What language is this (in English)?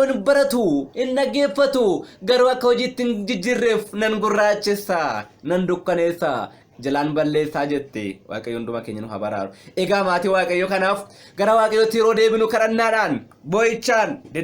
Oromo